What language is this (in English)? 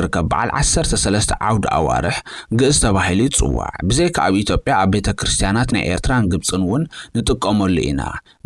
Tigrinya